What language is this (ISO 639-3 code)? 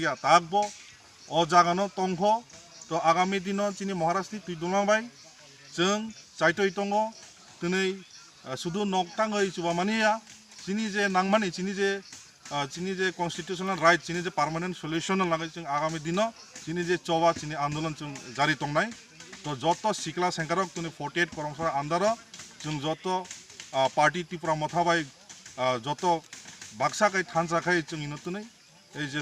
trp